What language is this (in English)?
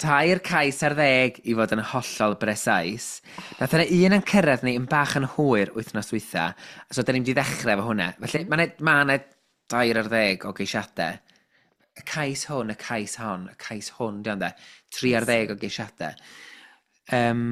Welsh